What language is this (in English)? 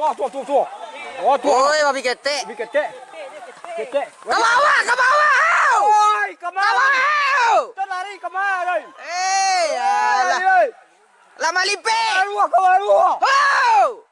Minangkabau